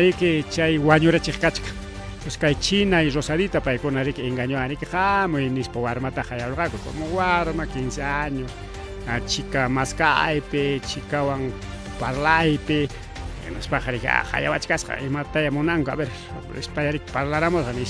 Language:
Ayacucho Quechua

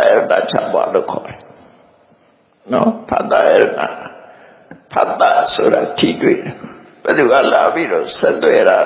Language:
Burmese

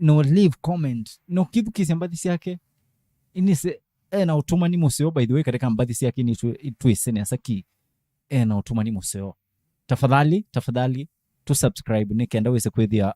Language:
Kamba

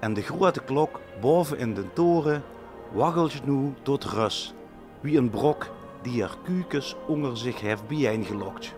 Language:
Limburgish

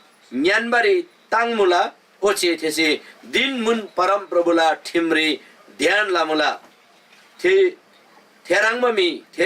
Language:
Eastern Tamang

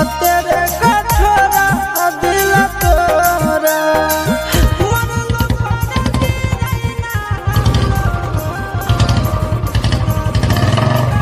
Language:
Bhojpuri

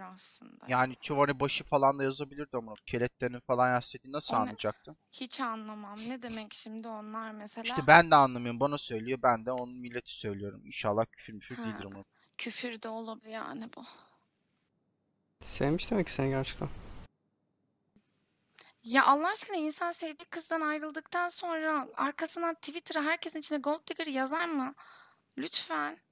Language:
Turkish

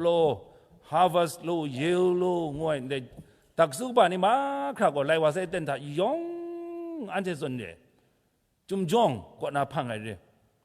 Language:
Kachin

